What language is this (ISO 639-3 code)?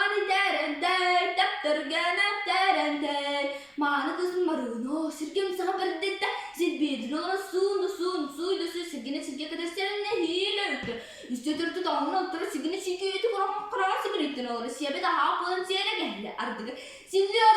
sah